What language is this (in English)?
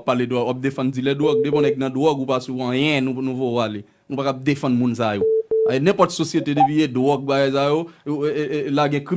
Haitian Creole